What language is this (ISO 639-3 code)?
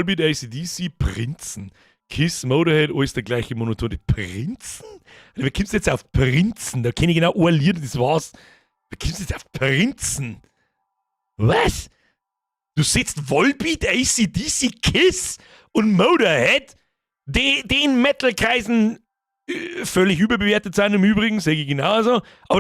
bar